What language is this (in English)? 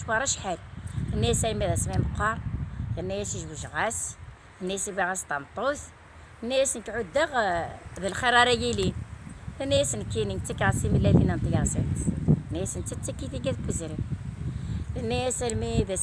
Kabyle